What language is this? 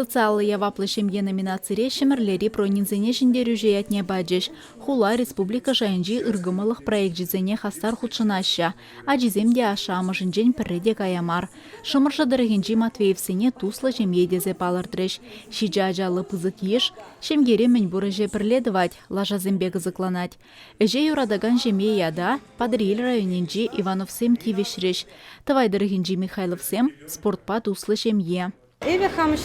Chuvash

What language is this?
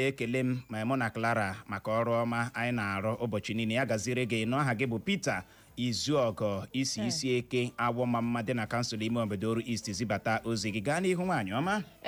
Igbo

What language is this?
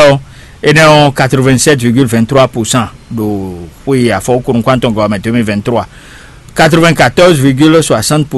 Fon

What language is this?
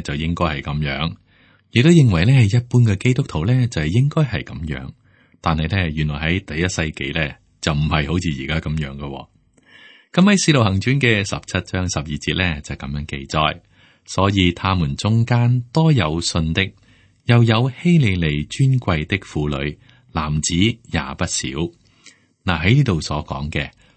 Cantonese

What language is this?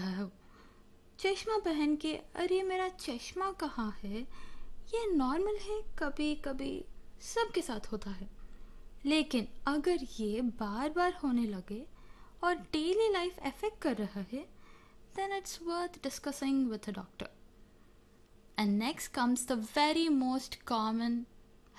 Hindi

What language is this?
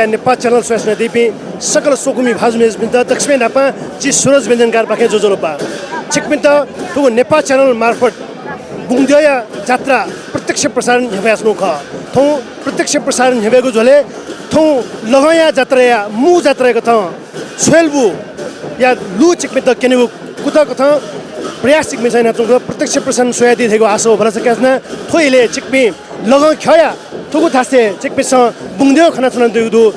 Newari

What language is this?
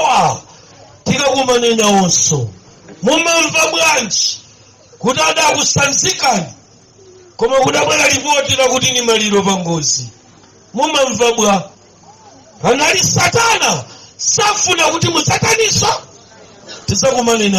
Nyanja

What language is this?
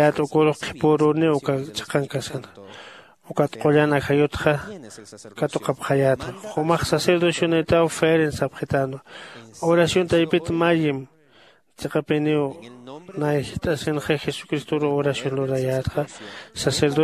Aymara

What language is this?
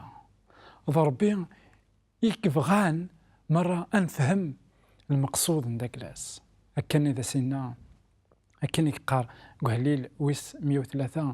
Kabyle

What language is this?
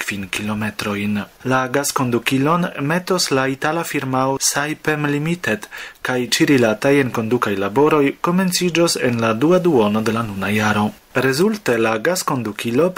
Esperanto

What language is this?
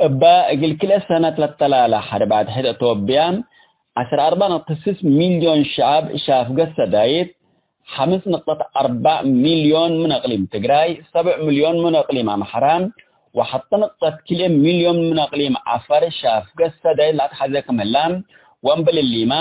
Tigre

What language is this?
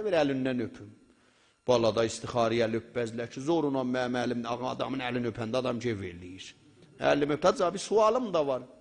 South Azerbaijani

